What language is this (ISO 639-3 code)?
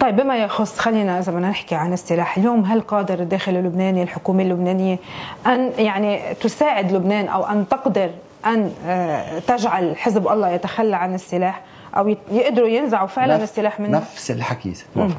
apc